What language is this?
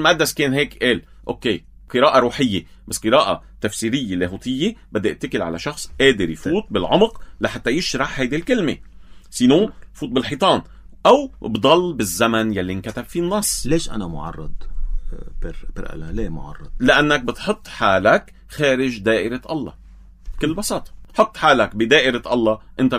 North Levantine Arabic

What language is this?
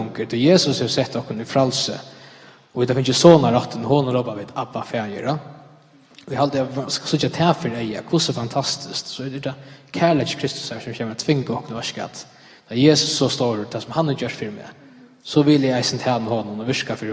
Faroese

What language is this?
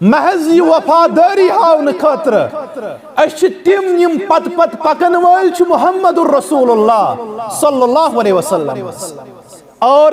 Kashmiri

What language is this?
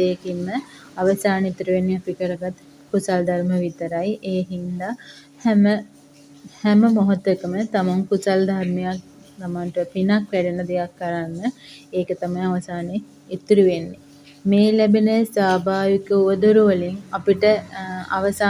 Sinhala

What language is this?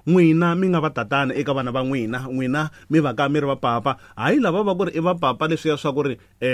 Tsonga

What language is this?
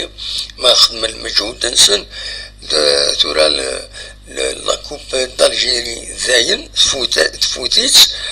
Kabyle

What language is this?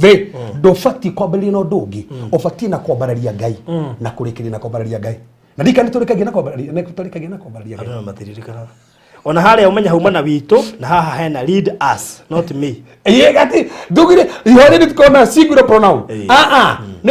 Kikuyu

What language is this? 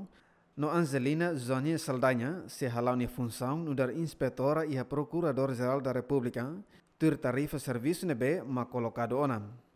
Tetum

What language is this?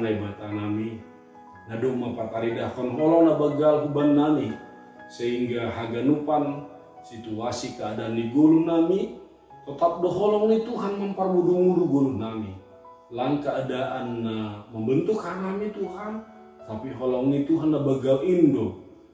Batak Simalungun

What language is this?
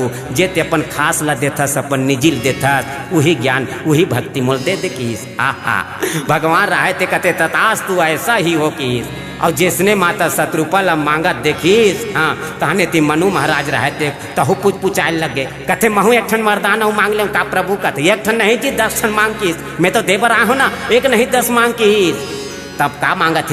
Chhattisgarhi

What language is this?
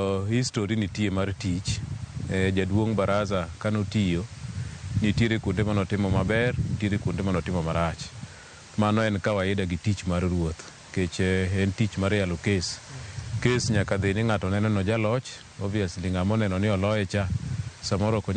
Luo (Kenya and Tanzania)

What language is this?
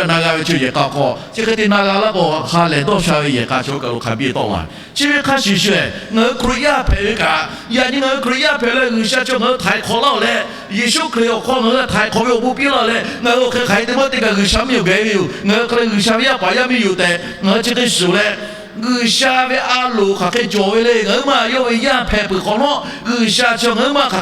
Lahu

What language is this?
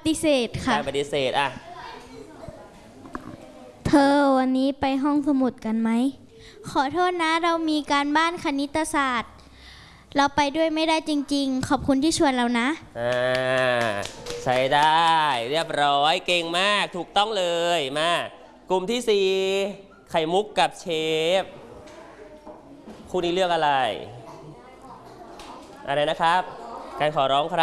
Thai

